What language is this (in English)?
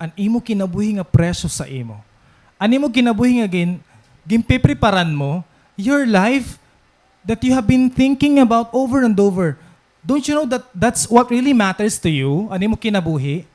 Waray